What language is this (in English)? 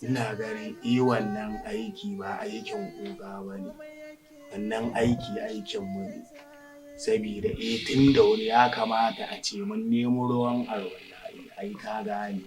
Hausa